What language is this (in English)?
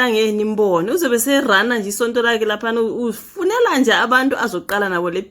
Zulu